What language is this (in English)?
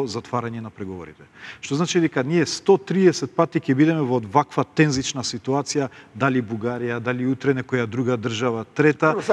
Macedonian